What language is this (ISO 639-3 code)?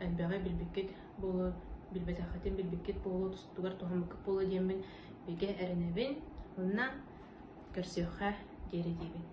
sah